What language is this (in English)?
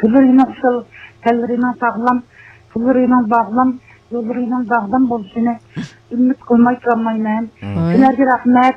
Uyghur